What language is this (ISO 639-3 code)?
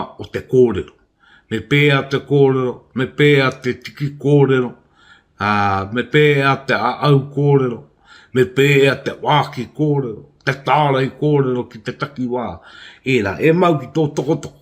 mri